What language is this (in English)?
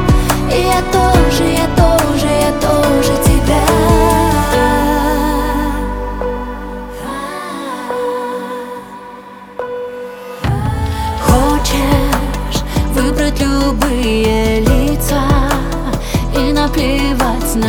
Russian